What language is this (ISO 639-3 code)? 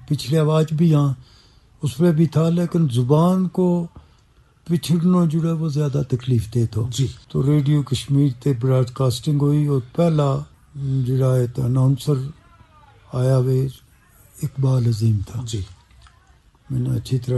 urd